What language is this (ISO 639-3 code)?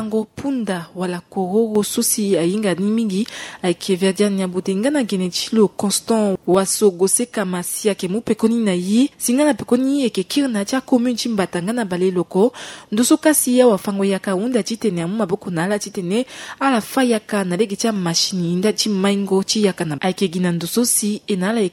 sag